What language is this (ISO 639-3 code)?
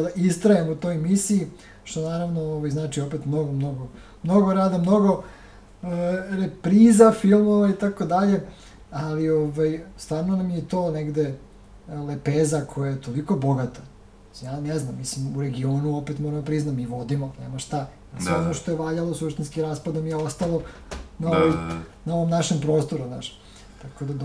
srp